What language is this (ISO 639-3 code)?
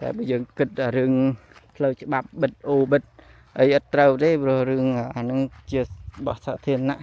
khm